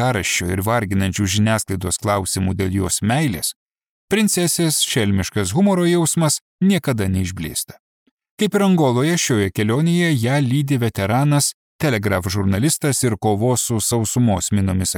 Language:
Lithuanian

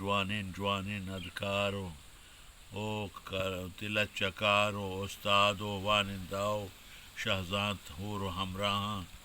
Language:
Eastern Balochi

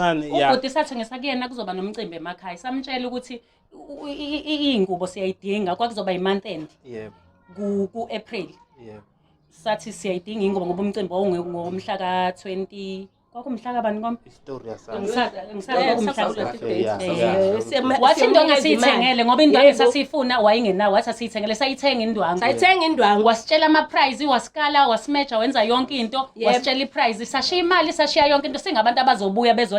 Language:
Zulu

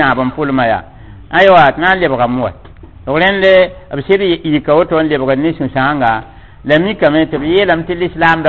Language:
Mossi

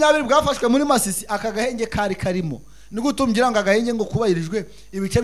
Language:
Kinyarwanda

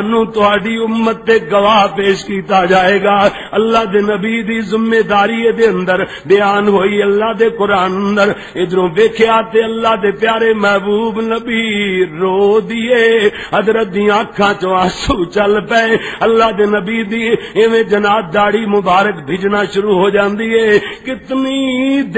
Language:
Western Panjabi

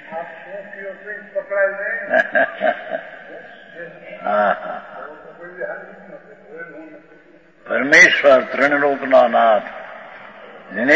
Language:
Gujarati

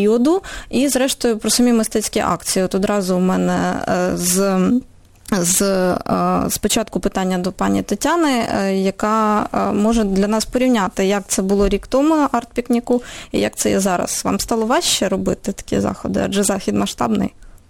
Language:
Ukrainian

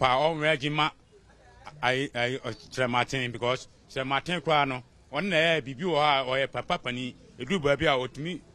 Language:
Akan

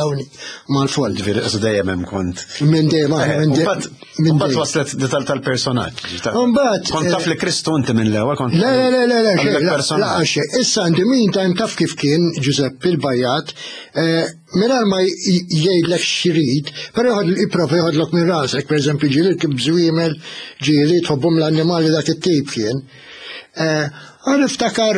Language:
Maltese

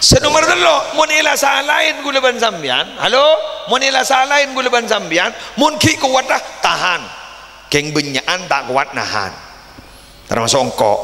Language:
Madurese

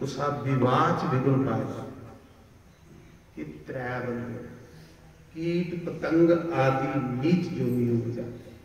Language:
Dogri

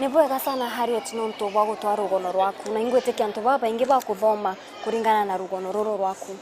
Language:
Meru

